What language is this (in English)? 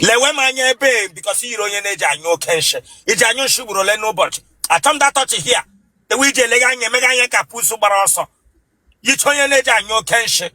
Igbo